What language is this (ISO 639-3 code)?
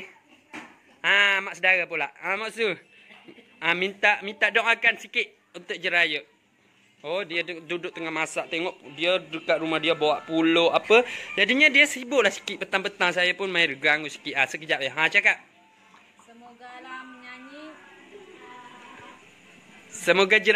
msa